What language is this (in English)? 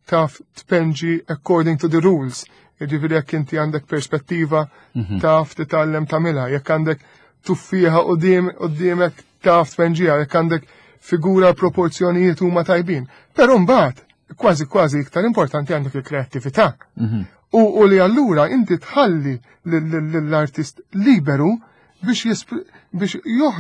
Maltese